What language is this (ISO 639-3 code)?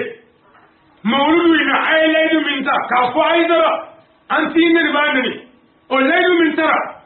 bam